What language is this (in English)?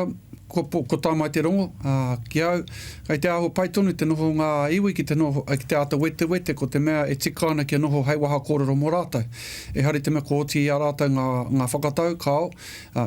Māori